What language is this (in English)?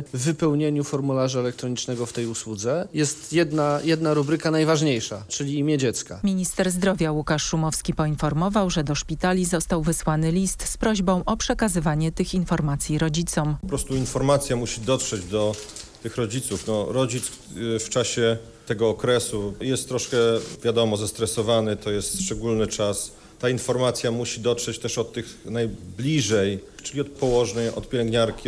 Polish